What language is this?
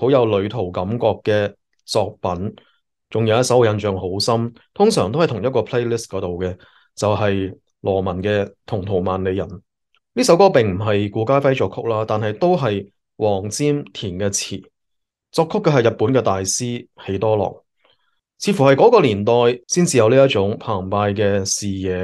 Cantonese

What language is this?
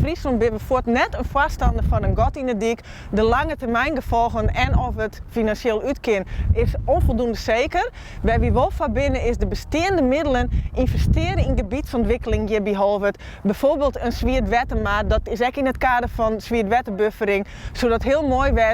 Western Frisian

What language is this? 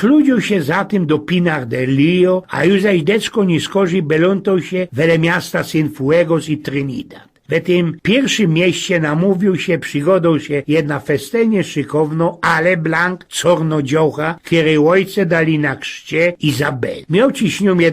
Silesian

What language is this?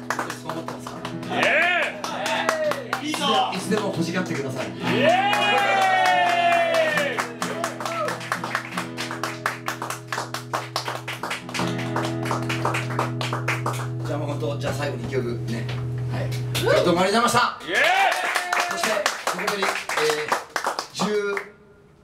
Japanese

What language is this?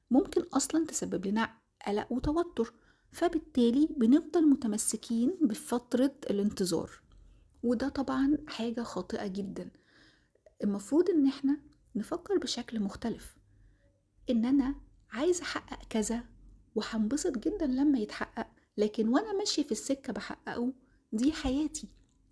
Egyptian Arabic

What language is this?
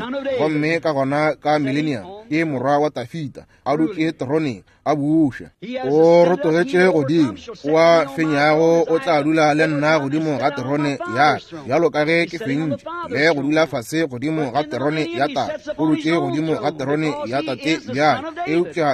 Northern Sotho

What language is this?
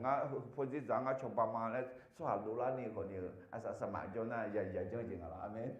Akha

